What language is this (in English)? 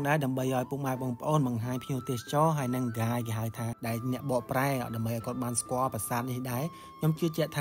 Khmer